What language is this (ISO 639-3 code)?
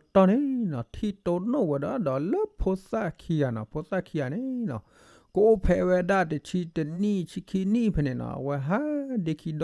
ksw